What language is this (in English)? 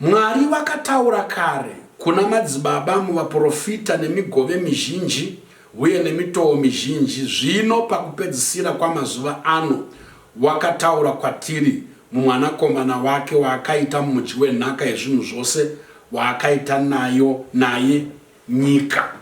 Shona